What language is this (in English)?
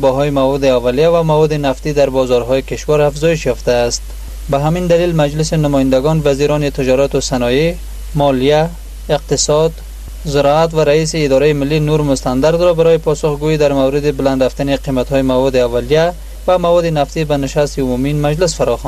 Persian